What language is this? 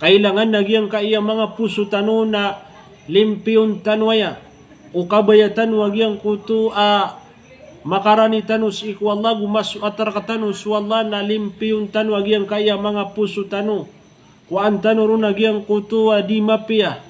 Maranao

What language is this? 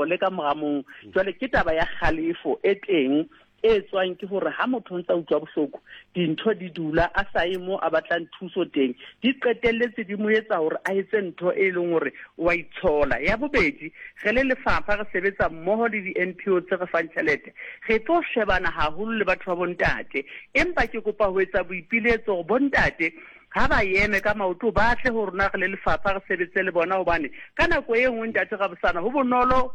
Southern Sotho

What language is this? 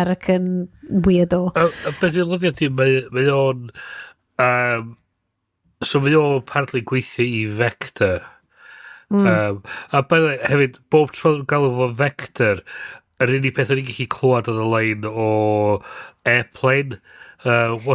Welsh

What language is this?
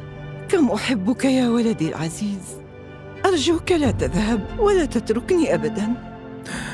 Arabic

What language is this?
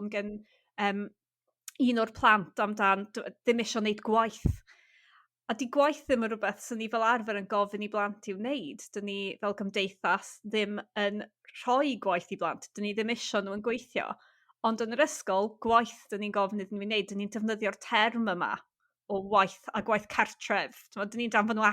Welsh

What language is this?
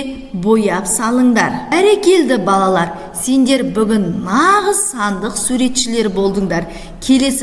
Kazakh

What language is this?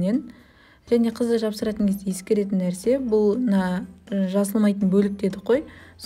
Kazakh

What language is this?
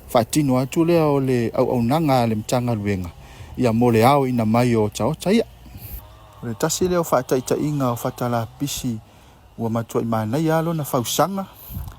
Samoan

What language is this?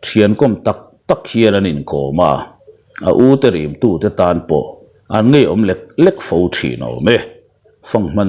Mizo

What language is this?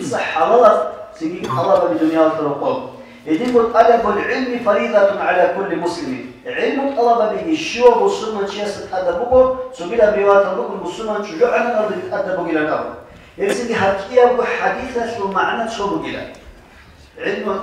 Avaric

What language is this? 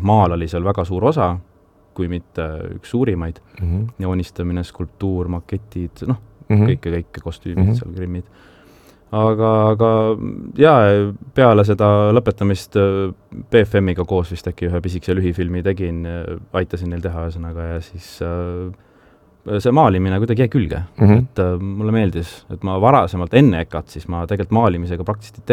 Estonian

